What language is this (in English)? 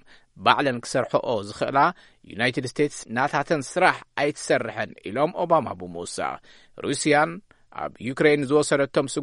Tigrinya